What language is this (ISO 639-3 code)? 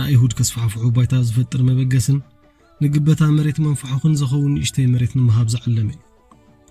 tir